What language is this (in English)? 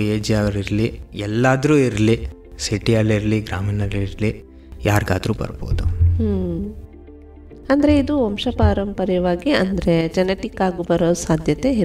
Kannada